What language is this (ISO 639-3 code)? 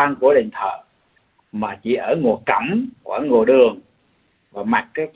vie